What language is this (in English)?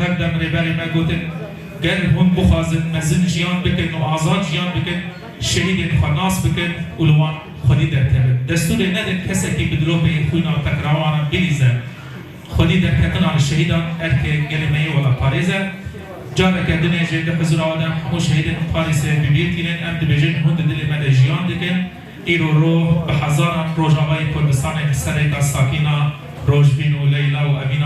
Kurdish